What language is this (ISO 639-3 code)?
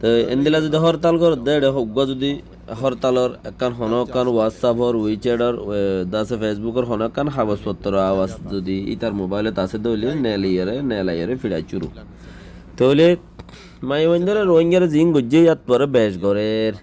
rhg